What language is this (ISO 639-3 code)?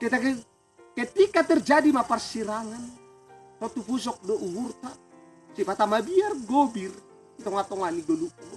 bts